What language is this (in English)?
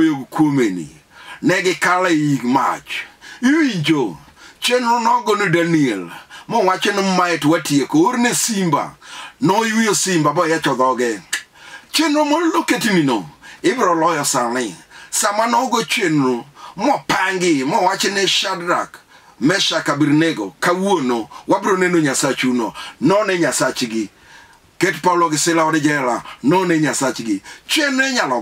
Luo (Kenya and Tanzania)